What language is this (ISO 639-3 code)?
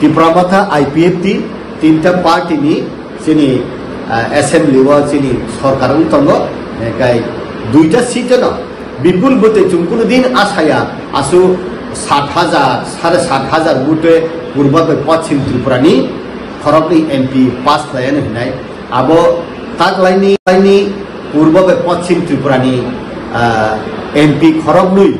trp